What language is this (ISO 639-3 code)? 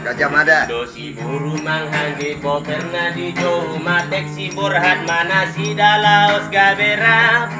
bbc